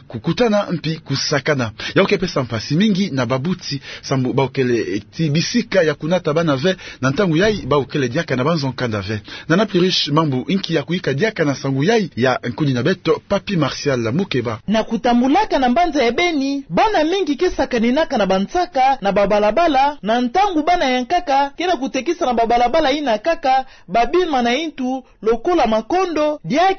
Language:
Kituba (Democratic Republic of Congo)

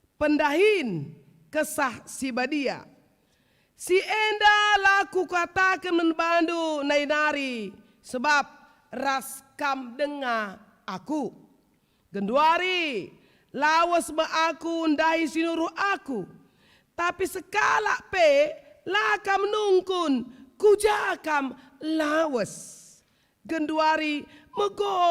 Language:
Batak Karo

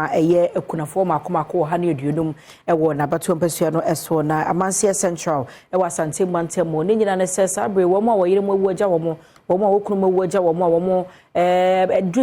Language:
Akan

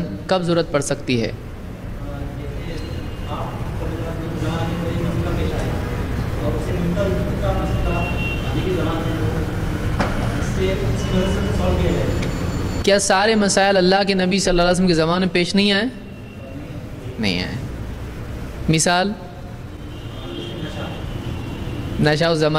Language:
Urdu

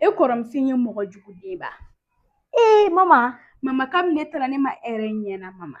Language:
Bambara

